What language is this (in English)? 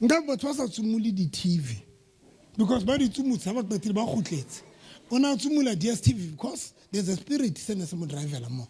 Southern Sotho